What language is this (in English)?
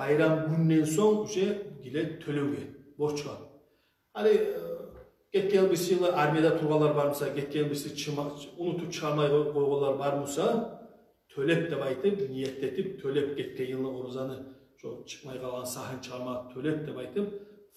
Kumyk